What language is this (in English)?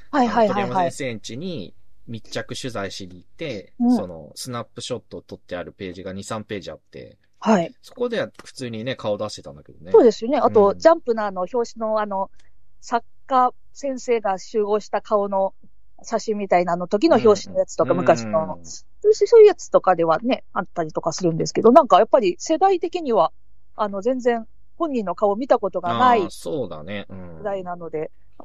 Japanese